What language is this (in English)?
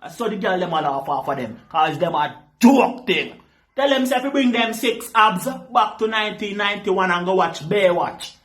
Jamaican Creole English